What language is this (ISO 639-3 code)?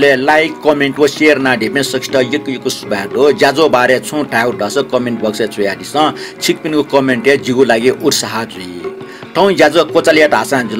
new